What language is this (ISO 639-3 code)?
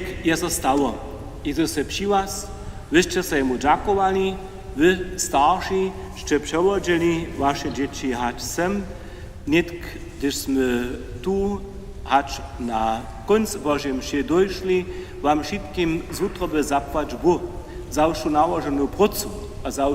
hsb